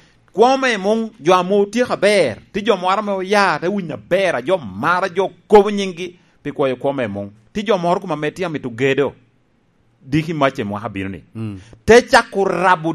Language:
Lango (Uganda)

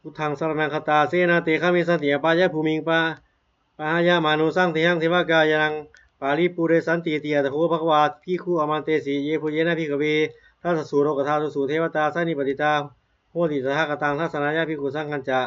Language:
Pali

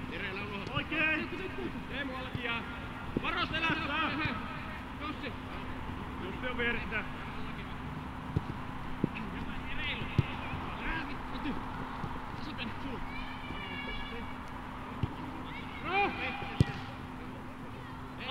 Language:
Finnish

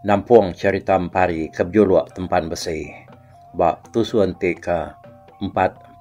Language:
Iban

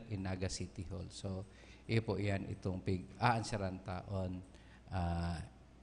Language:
Bikol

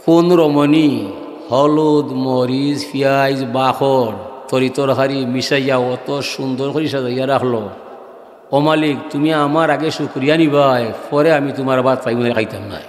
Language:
Sylheti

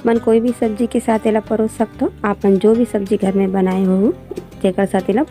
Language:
Chhattisgarhi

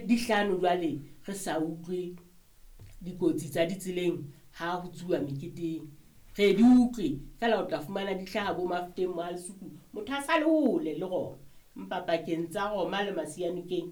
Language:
Southern Sotho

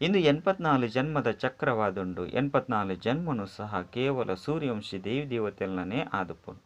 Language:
Tulu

